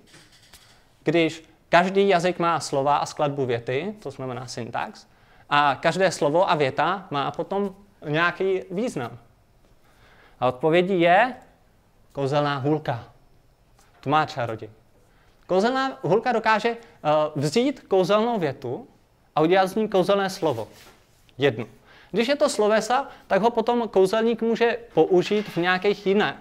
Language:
Czech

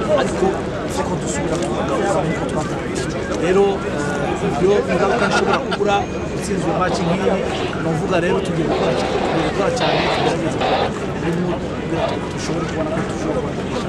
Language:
Kinyarwanda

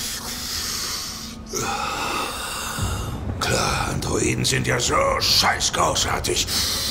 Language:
German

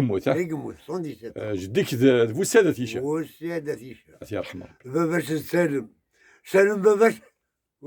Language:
Kabyle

